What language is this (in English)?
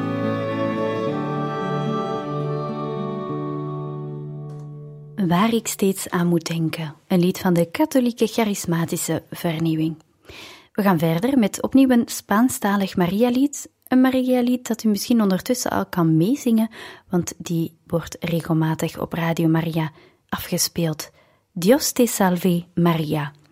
Dutch